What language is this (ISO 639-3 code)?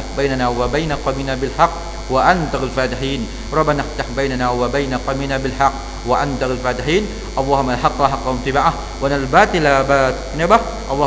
msa